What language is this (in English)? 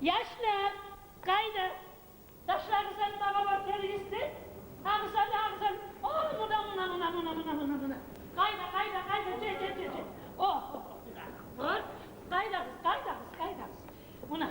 Kumyk